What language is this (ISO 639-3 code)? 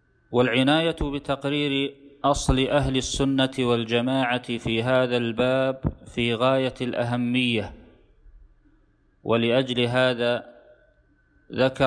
ara